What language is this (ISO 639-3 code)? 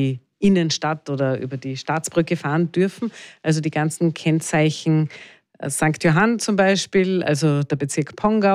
deu